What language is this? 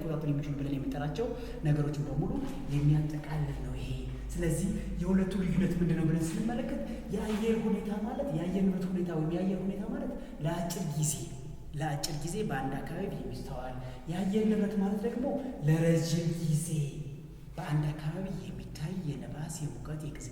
Amharic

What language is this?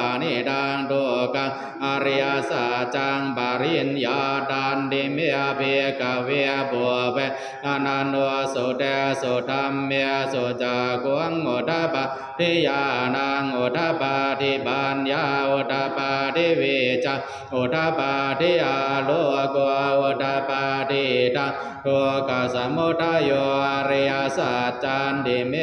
Pali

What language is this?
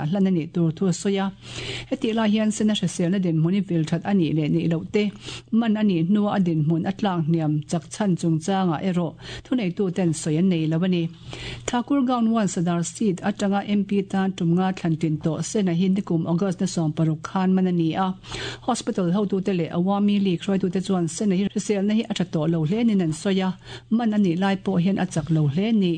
Mizo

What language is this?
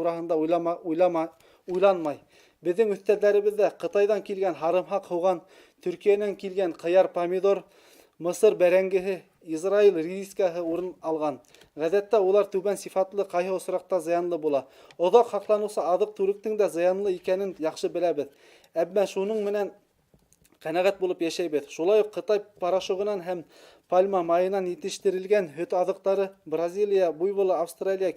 Bashkir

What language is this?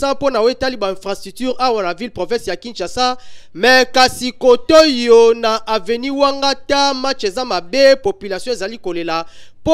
Lingala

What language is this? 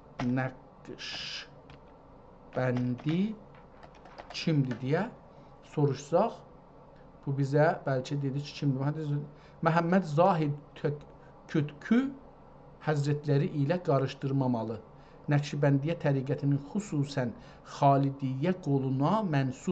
South Azerbaijani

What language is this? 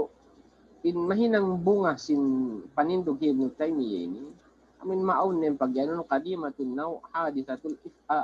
Tausug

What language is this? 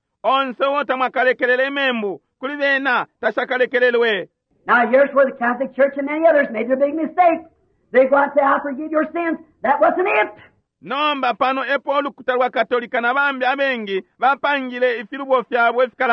Bemba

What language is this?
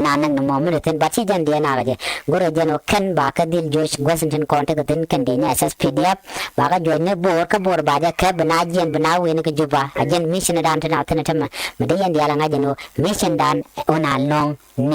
Nuer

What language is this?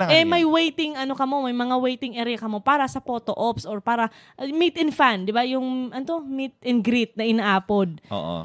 Bikol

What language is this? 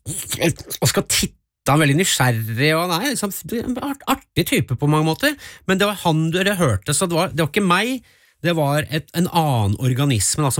Norwegian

